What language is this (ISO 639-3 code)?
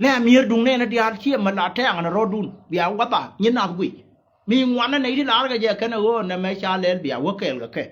nus